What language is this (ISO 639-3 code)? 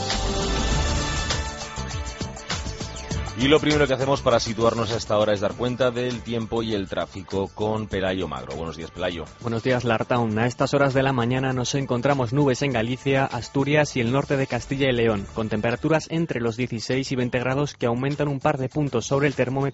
spa